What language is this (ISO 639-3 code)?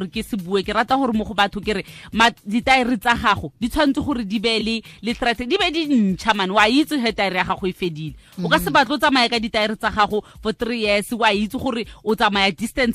tsn